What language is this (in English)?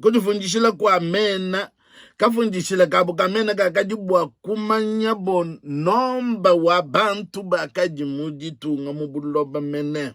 Luba-Lulua